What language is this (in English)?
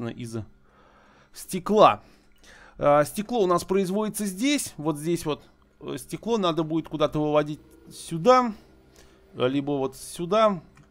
Russian